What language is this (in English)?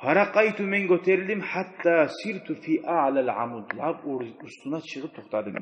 Kumyk